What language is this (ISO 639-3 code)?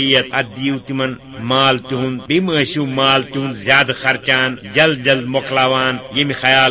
kas